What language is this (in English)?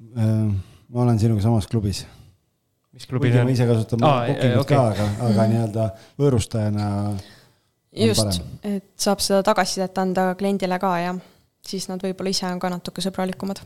Estonian